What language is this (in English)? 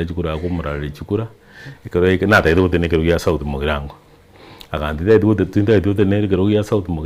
Gusii